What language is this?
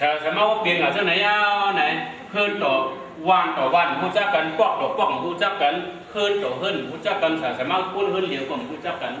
Shan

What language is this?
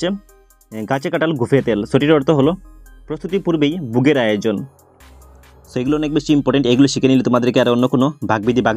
Bangla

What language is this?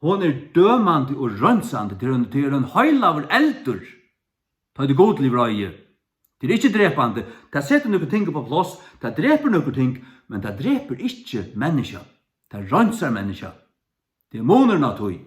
Faroese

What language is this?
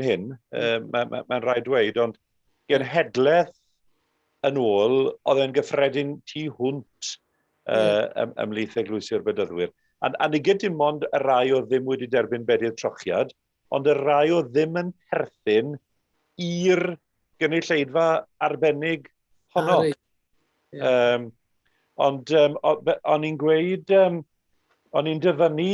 Welsh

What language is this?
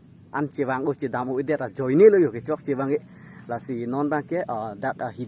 Karbi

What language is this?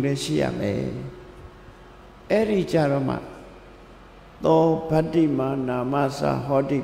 Burmese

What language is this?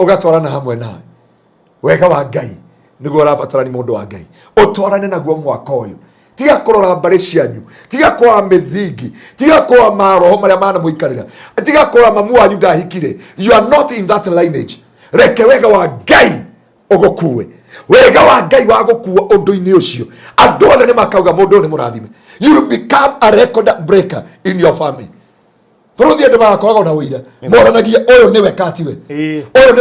Kikuyu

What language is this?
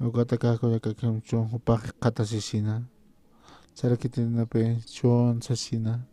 Aymara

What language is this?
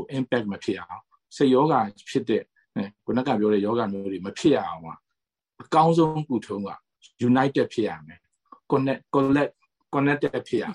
Burmese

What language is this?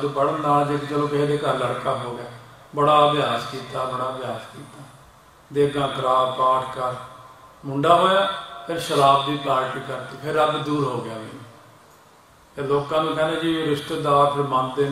Punjabi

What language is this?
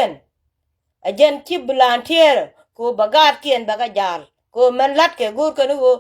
Nuer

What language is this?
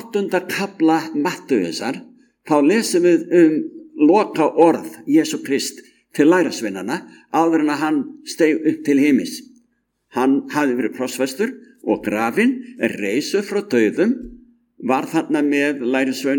Icelandic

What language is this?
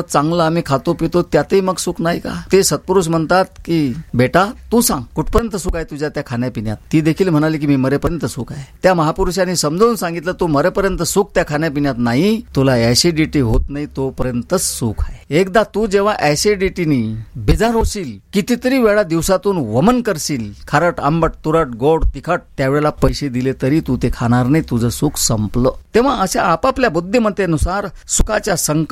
Marathi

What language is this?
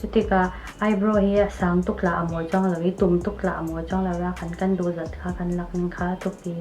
Falam Chin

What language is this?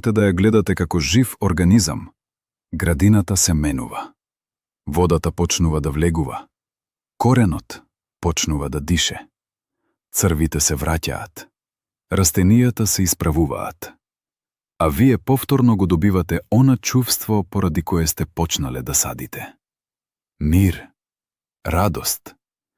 Macedonian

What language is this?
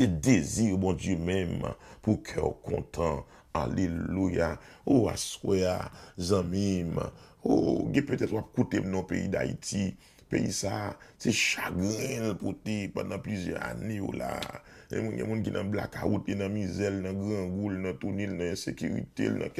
Haitian Creole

